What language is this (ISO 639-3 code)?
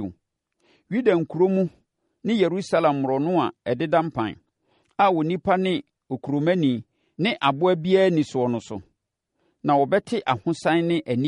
aka